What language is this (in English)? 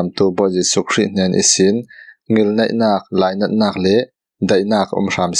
Falam Chin